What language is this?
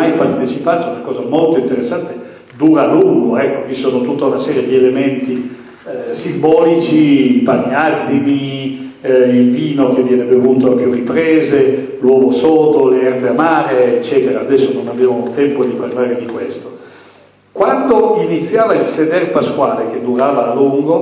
Italian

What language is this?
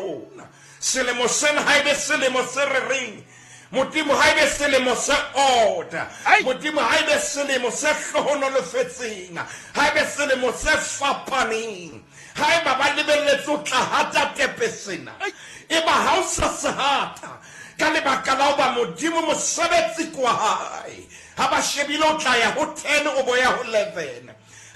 Southern Sotho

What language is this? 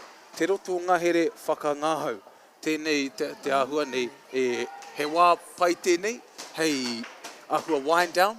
Māori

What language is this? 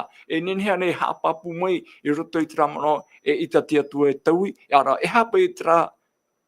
Tahitian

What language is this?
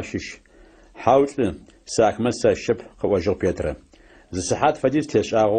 Adyghe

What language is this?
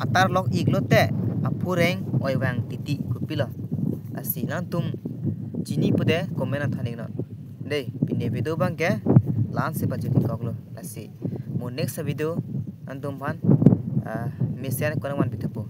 Karbi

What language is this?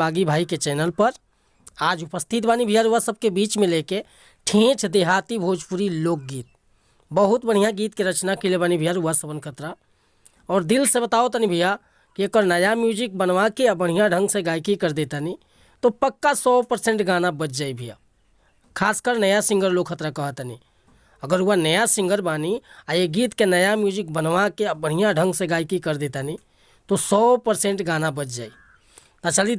Bhojpuri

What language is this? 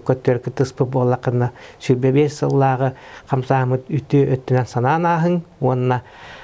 Yakut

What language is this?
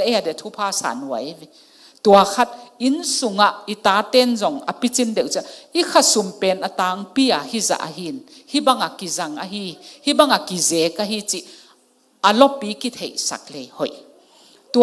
Tedim Chin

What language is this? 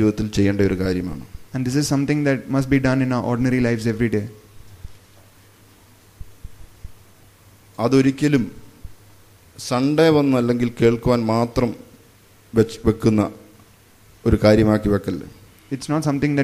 Malayalam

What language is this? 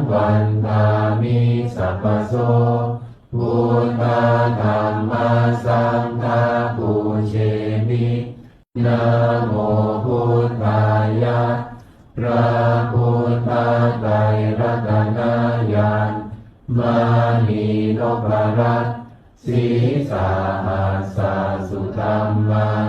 Pali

